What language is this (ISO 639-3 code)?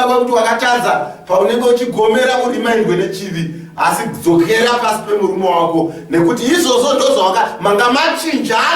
sna